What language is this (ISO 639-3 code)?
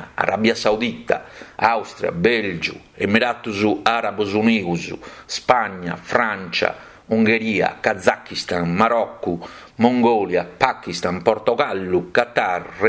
srd